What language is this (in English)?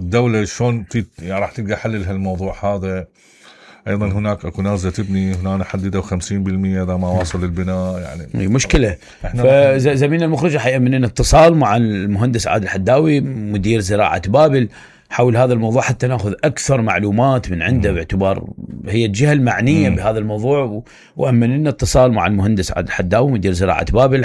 Mesopotamian Arabic